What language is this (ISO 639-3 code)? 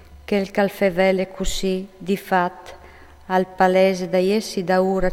fur